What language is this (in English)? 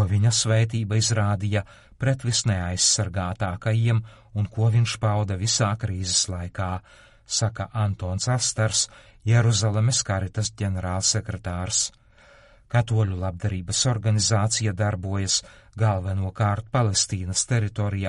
Latvian